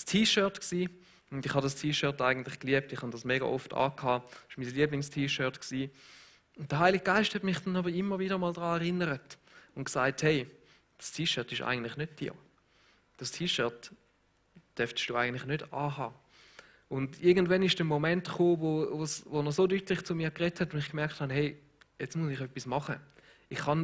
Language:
Swiss German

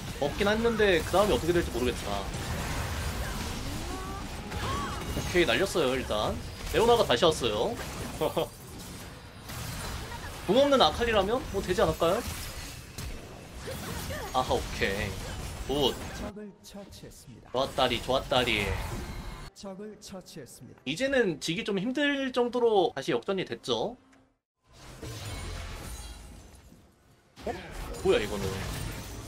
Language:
Korean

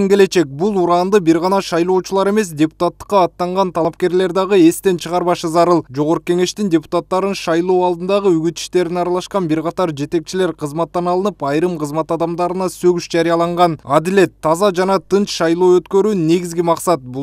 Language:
Kyrgyz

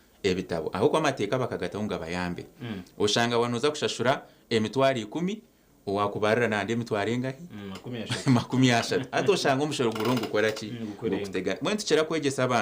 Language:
Nyankole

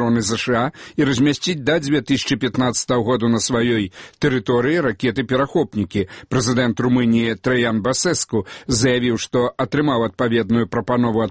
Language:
Belarusian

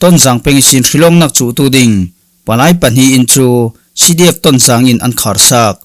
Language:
Falam Chin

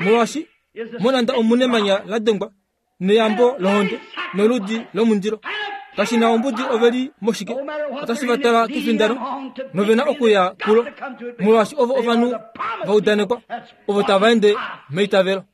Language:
Kuanyama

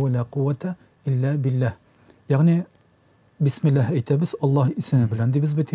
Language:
Tatar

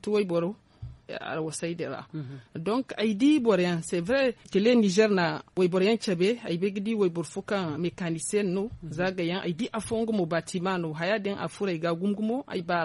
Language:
Zarma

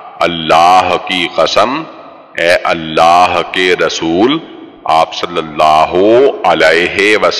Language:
Urdu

